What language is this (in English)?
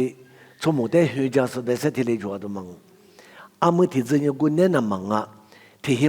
Lisu